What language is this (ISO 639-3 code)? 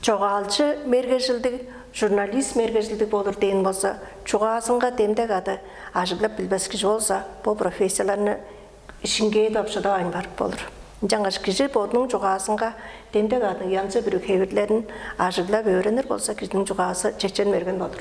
tyv